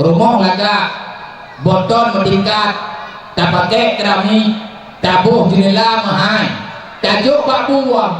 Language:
Achinese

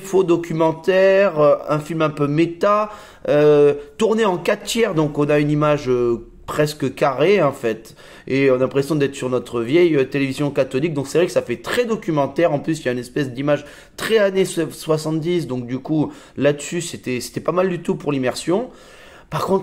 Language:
French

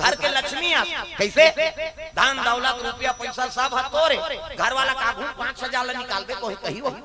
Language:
Chhattisgarhi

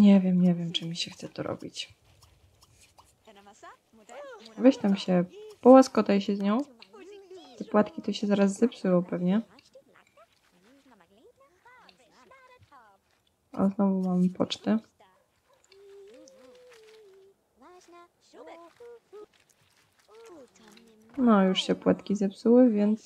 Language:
Polish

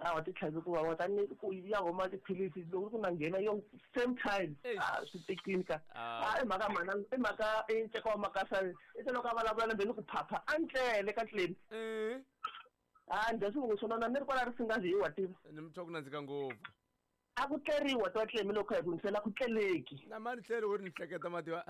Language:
Tsonga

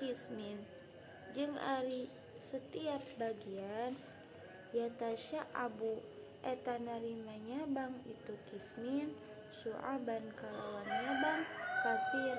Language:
Sundanese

